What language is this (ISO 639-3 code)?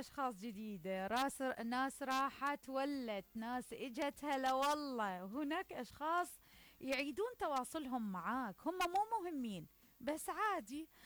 acm